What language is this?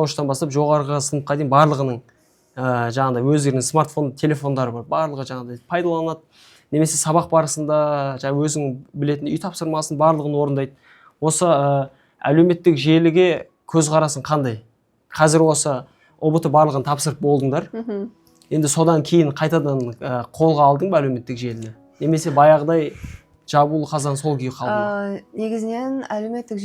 Kazakh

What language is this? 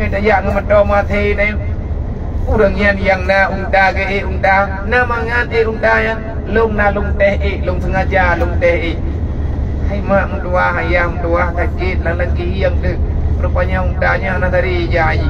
Achinese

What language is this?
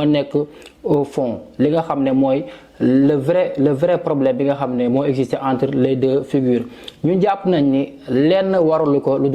Wolof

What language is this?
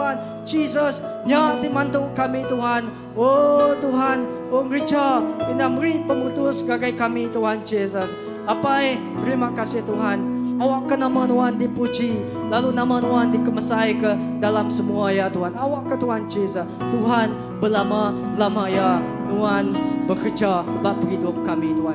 Iban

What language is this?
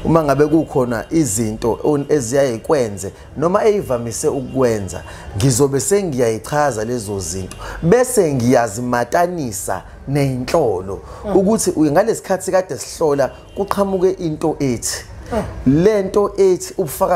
Zulu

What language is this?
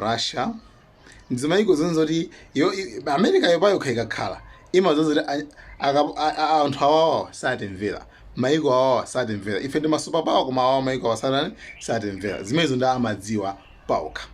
Nyanja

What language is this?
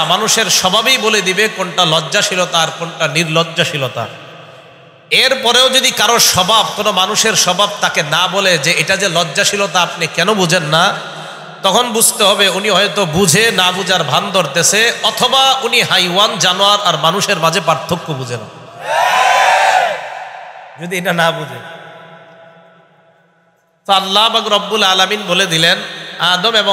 Bangla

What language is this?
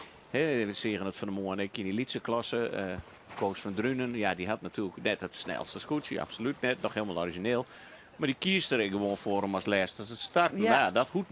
Western Frisian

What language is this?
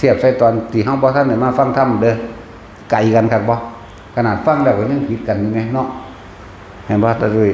Lao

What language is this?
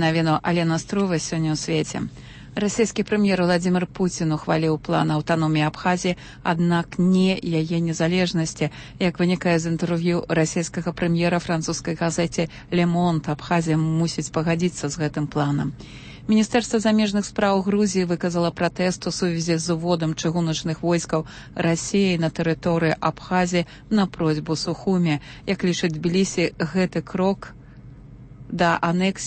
Belarusian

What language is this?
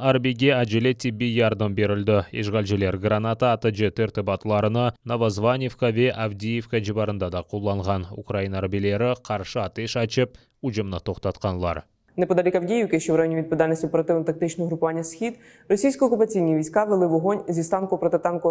Crimean Tatar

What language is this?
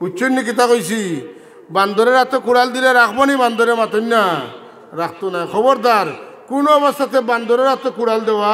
Sylheti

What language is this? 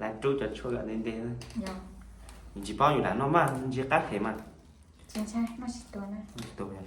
Hmong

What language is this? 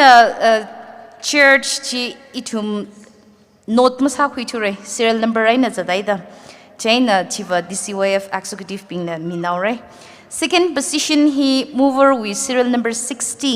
Tangkhul Naga (India)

